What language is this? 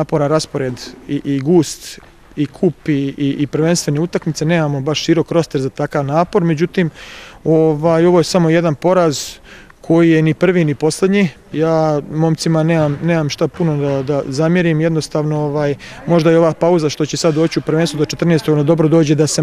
Croatian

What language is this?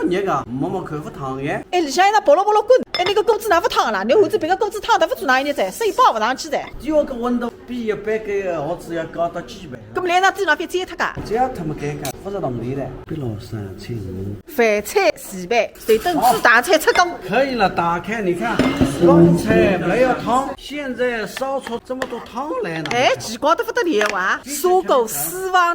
Wu Chinese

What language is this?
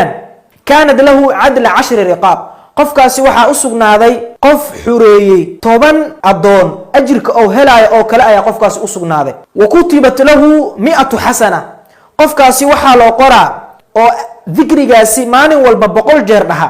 Somali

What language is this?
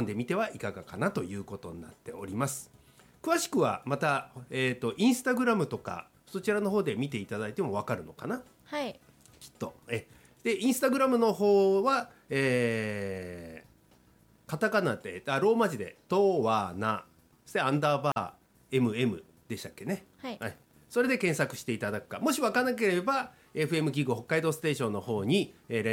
Japanese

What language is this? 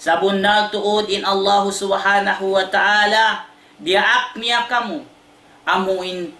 Tausug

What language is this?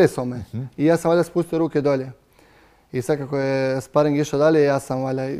Croatian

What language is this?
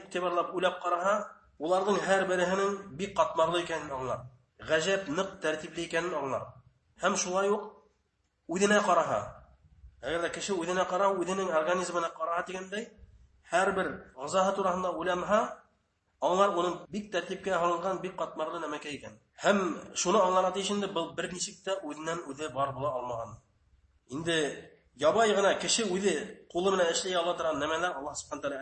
Bashkir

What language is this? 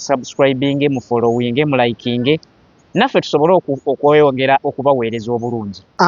Ganda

